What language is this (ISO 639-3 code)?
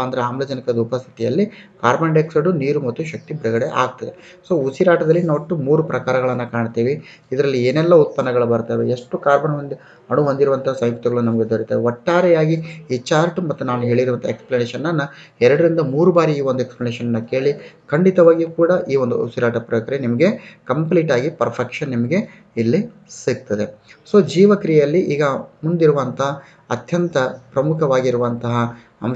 kan